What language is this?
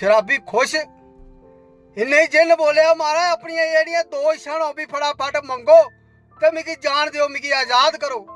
Dogri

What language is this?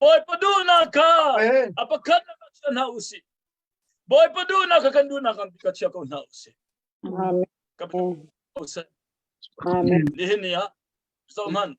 Hakha Chin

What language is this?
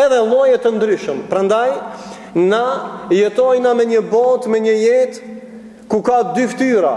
Albanian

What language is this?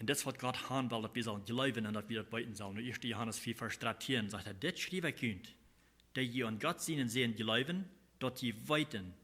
Plautdietsch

